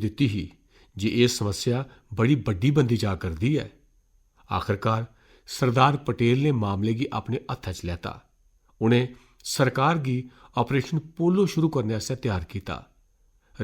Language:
Dogri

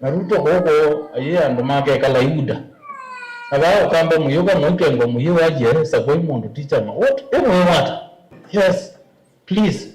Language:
Kamba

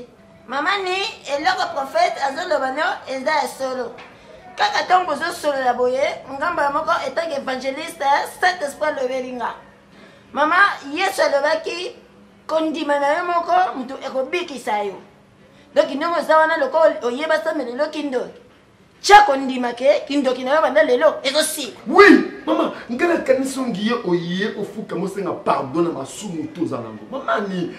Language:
Lingala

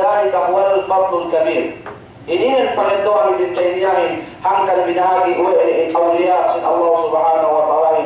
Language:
Yakan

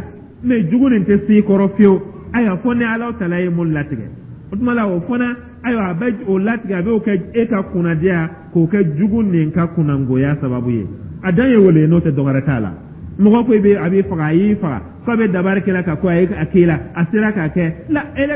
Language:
Dyula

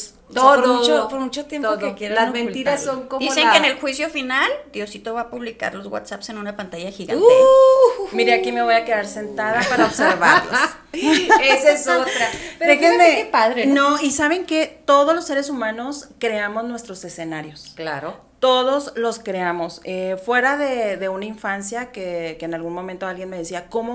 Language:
Spanish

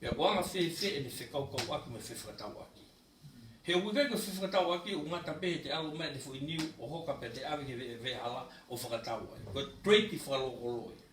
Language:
Tongan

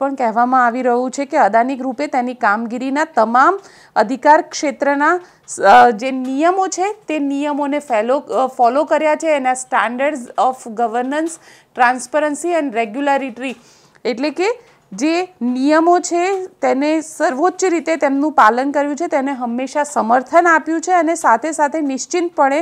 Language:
Gujarati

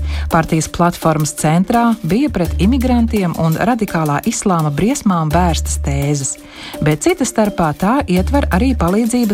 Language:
Latvian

